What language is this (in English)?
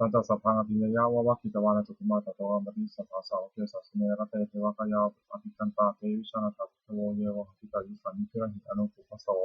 Pali